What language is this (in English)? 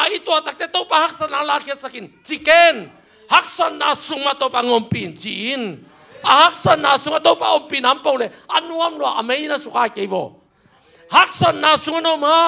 Tedim Chin